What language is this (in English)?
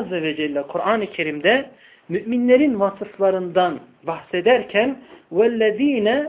Turkish